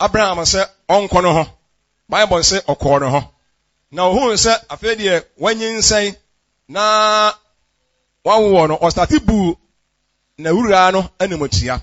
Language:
Akan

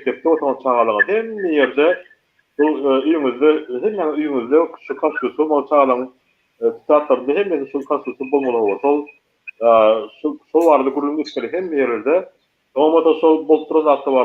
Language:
Turkmen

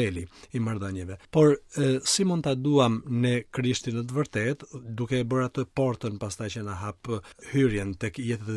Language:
Albanian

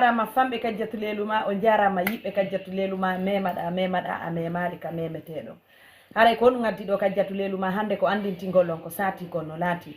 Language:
Fula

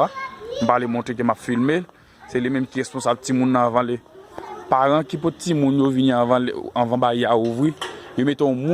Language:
Haitian Creole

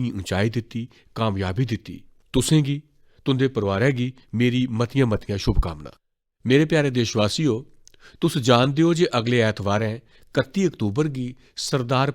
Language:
Dogri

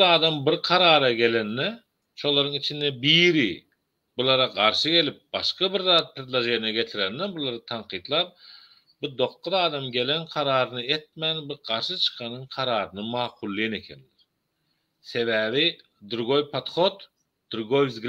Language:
Turkmen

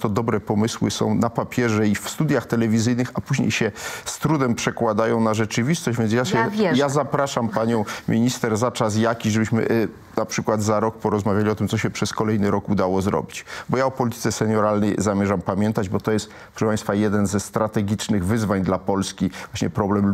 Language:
Polish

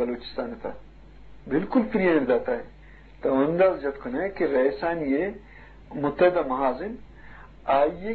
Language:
Eastern Balochi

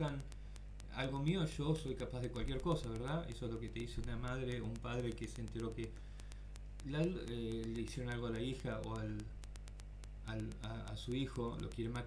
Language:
Spanish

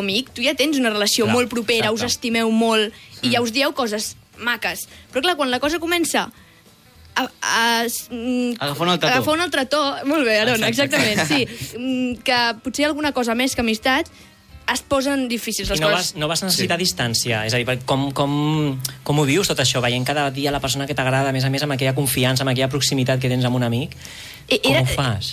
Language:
Catalan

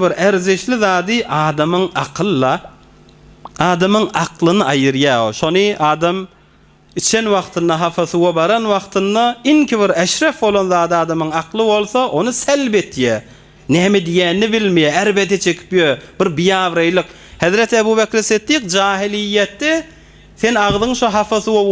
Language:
Turkmen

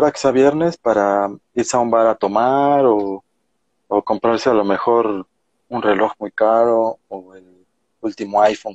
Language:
Spanish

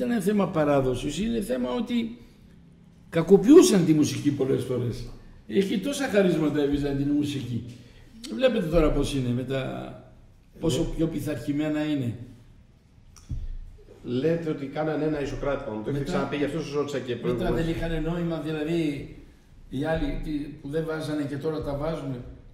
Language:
Greek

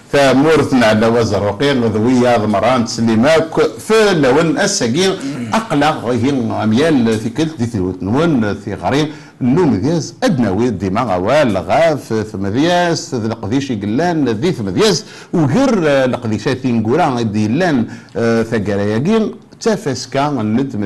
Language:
Kabyle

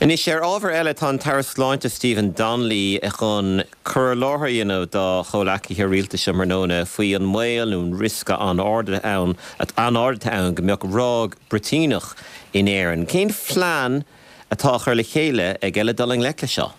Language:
Irish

